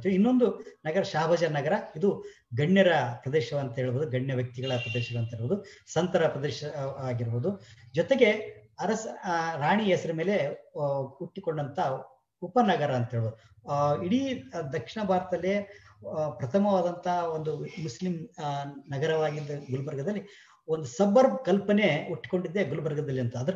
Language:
Kannada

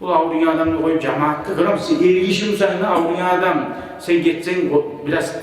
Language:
Kumyk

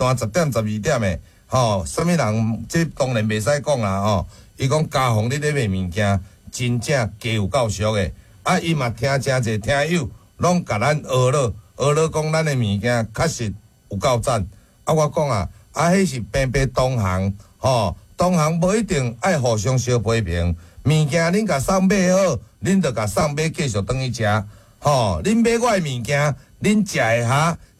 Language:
Min Nan Chinese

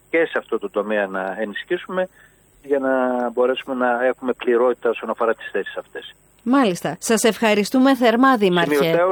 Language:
Greek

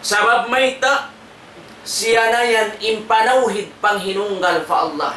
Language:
Tausug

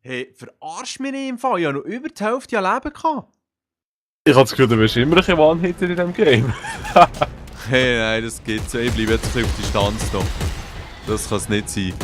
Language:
Swiss German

